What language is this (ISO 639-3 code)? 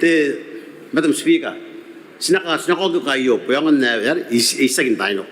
gil